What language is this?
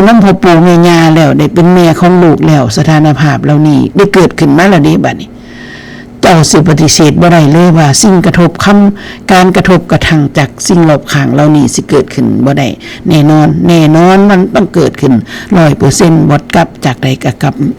Northeastern Thai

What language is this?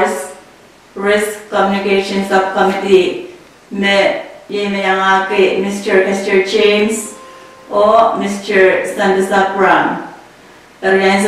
Pohnpeian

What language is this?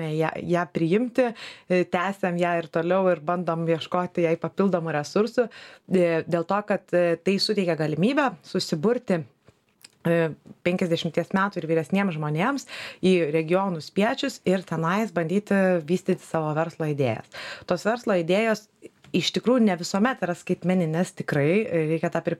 Lithuanian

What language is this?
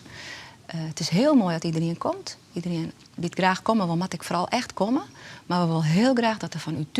Western Frisian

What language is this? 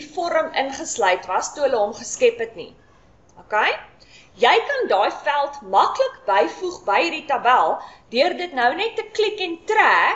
Afrikaans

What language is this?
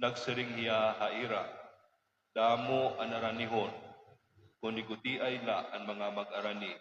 Waray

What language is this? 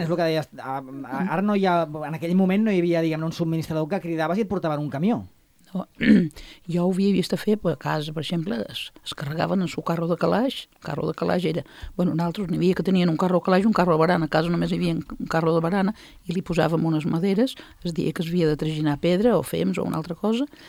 Catalan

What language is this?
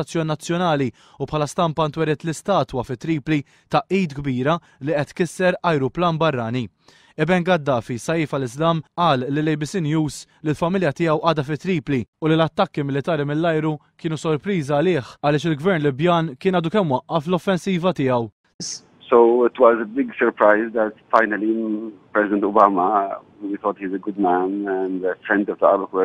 Maltese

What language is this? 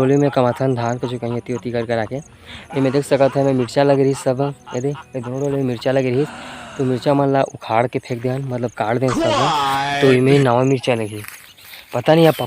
Chhattisgarhi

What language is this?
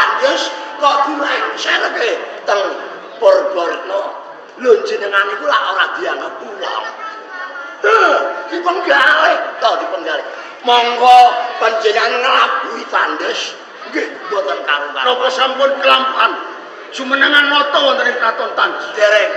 Javanese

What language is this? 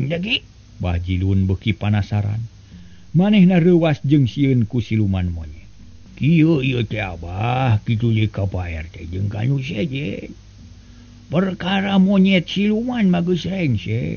Sundanese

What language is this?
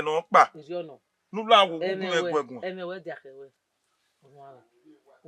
Bini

